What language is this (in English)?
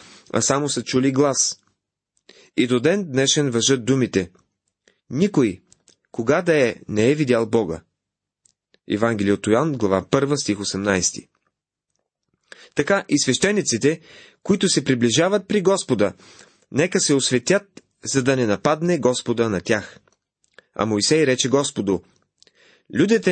Bulgarian